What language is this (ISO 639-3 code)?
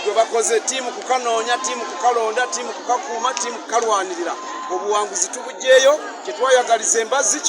nyn